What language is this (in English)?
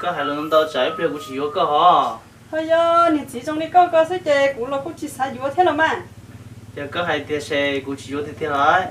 Hmong